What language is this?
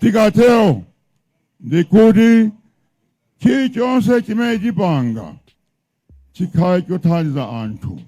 Nyanja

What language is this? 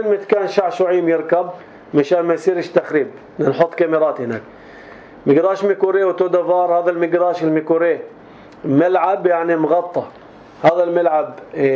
North Levantine Arabic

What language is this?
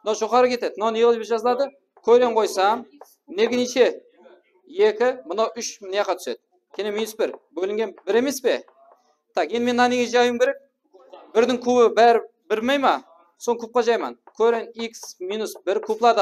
Kara-Kalpak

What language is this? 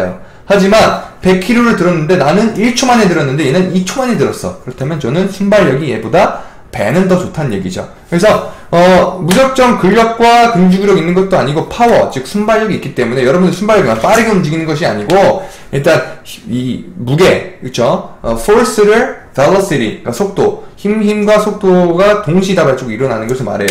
Korean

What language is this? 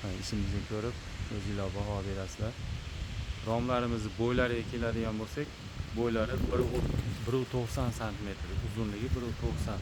Uzbek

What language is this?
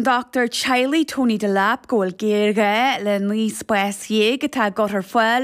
Irish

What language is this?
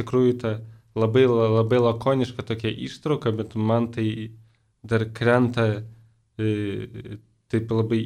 Lithuanian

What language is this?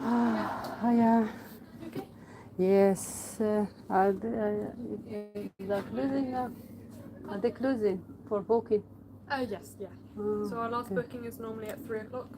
Algerian Arabic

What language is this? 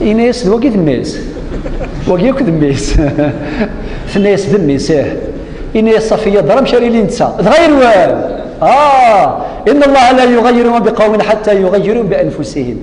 Kabyle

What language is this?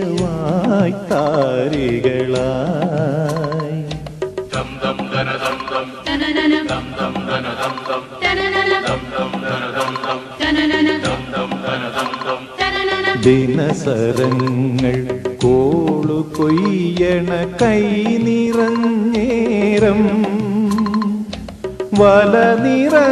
Malayalam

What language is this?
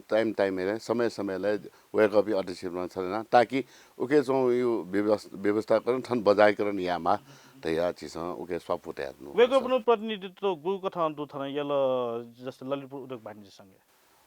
Newari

